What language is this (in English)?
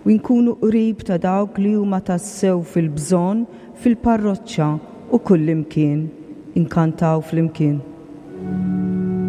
Maltese